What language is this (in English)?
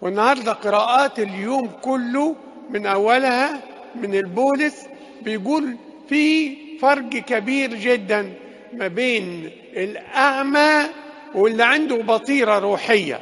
Egyptian Arabic